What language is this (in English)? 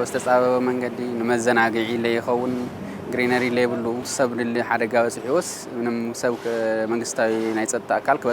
Tigrinya